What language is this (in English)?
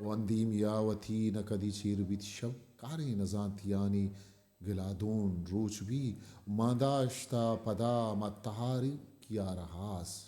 Eastern Balochi